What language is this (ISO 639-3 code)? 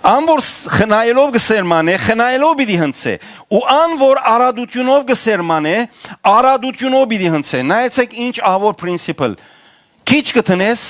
hyw